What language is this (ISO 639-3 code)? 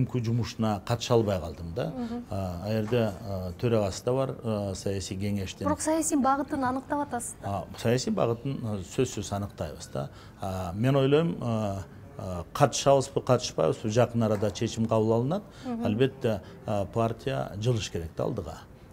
kir